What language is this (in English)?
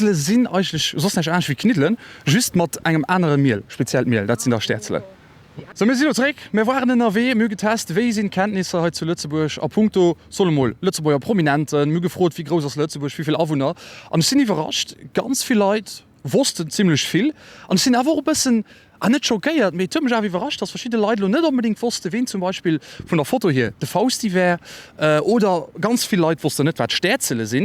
Luxembourgish